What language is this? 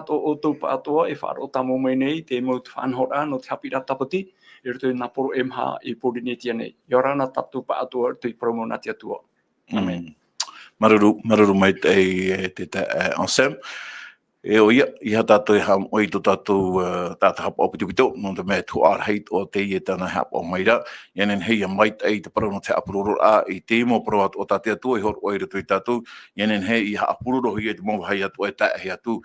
Tahitian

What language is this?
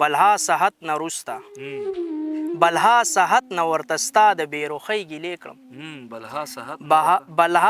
Pashto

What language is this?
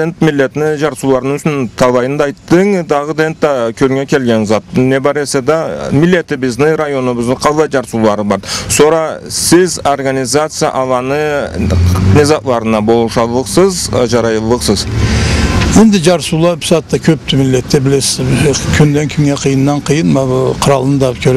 Karachay-Balkar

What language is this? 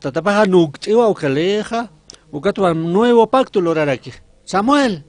Aymara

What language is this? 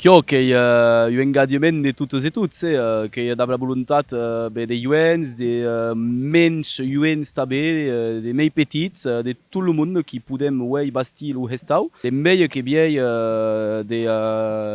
Occitan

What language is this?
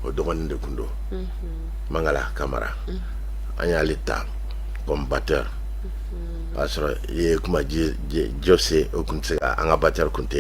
Bambara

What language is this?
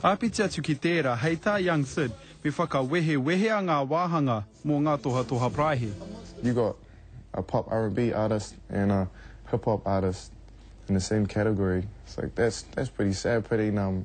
Māori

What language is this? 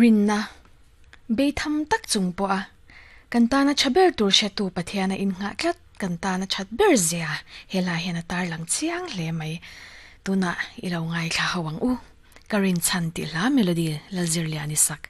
Mizo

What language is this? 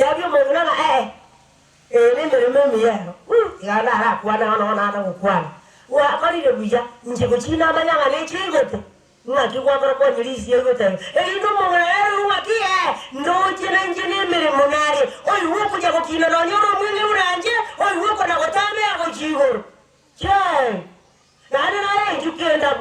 Gusii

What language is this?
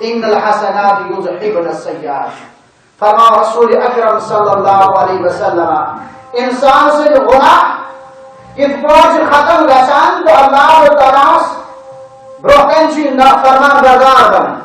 Kashmiri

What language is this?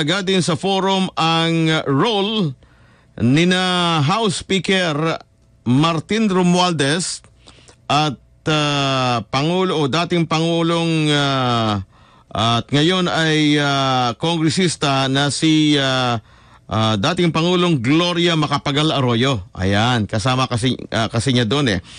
Filipino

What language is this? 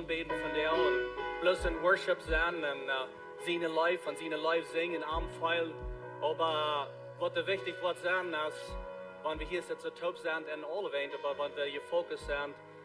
Plautdietsch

